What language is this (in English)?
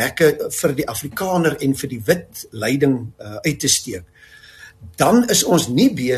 Afrikaans